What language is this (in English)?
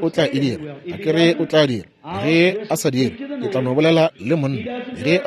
Northern Sotho